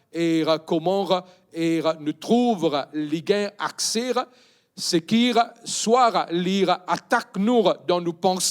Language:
Morisyen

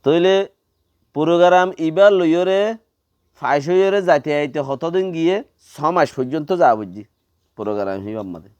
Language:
Rohingya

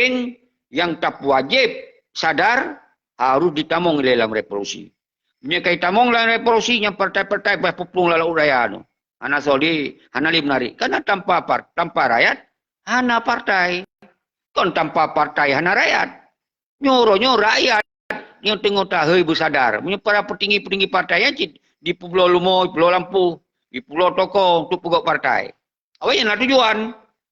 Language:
Achinese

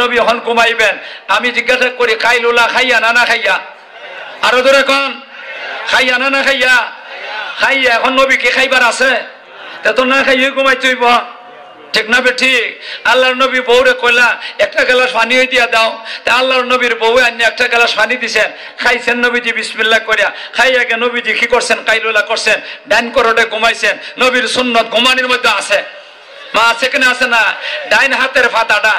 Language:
Sylheti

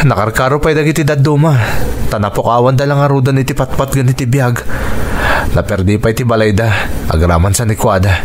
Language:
Iloko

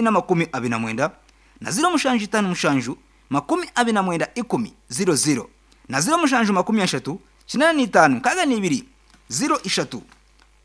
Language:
Nyankole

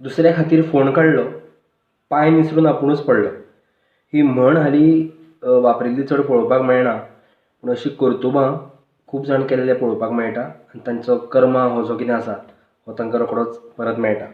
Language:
Konkani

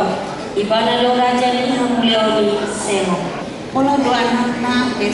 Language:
Batak Toba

